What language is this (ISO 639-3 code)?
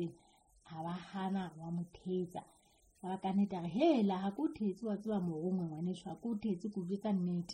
sot